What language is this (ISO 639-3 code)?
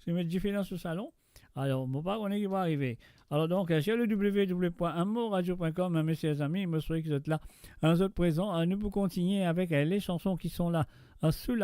mfe